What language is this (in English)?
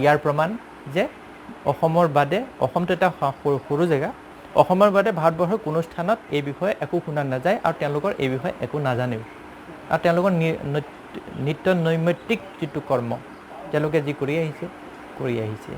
Assamese